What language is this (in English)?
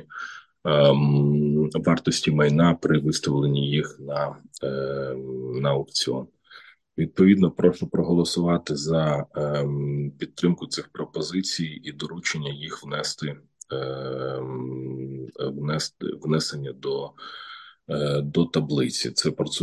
Ukrainian